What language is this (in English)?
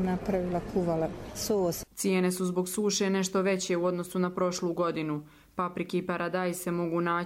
Croatian